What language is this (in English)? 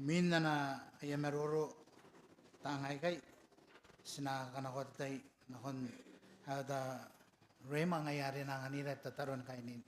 Gilbertese